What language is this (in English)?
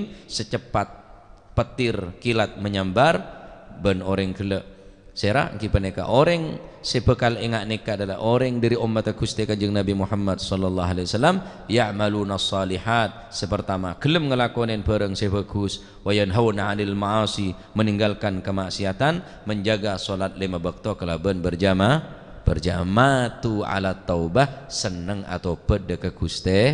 Madurese